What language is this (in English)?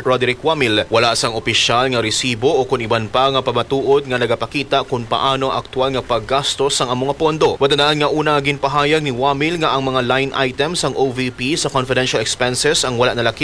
Hiligaynon